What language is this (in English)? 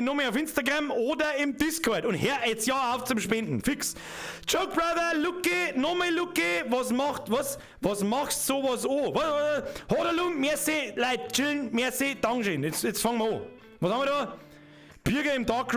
Bavarian